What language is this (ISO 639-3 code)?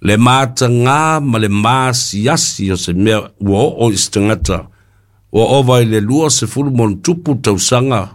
smo